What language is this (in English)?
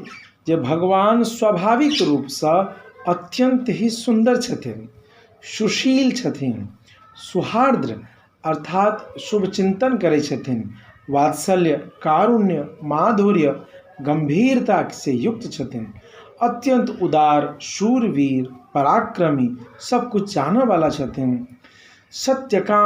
Maithili